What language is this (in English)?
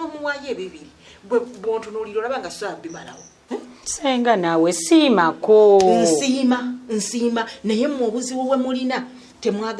Ganda